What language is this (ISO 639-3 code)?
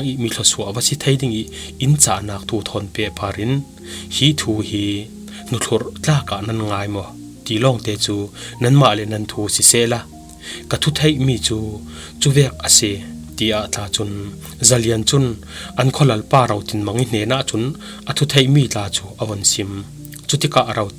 cfm